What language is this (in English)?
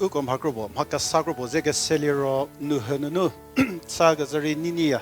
Angami Naga